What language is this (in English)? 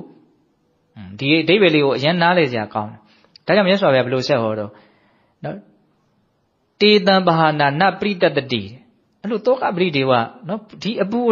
Burmese